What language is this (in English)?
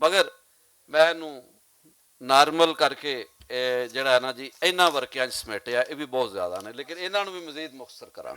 Western Panjabi